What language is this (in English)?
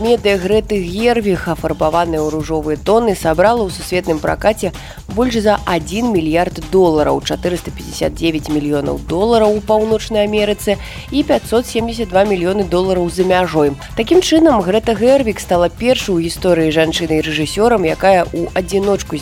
Belarusian